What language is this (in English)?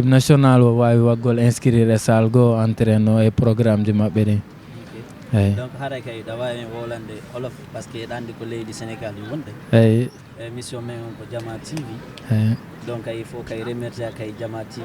Fula